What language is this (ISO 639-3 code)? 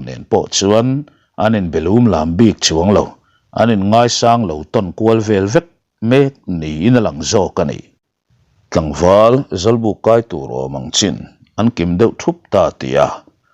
lus